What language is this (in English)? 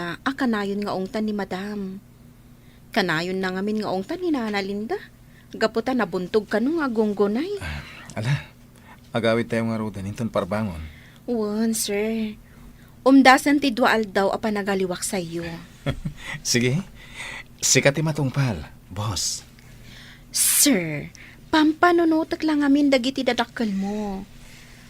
Iloko